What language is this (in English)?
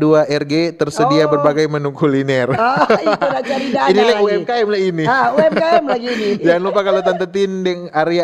Manado Malay